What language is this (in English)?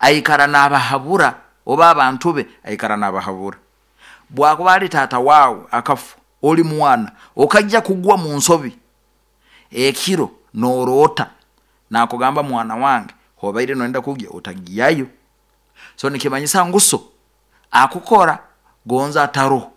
Nyoro